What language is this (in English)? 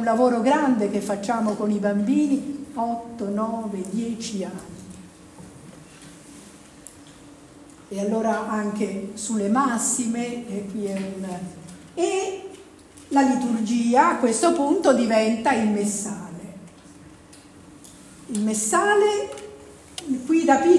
Italian